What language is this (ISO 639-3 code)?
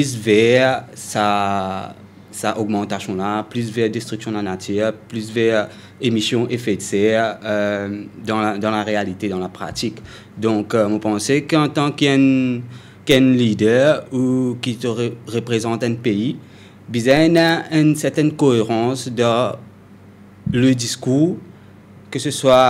mfe